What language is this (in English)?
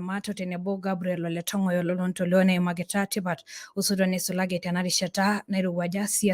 Masai